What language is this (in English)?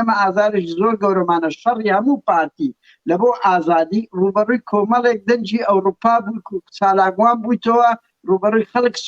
Central Kurdish